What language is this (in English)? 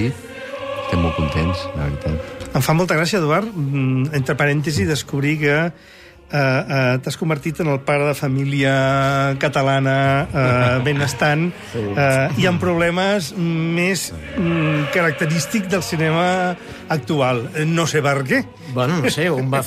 Catalan